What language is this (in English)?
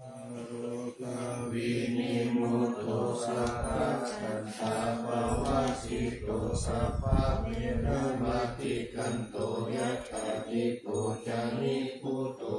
Pali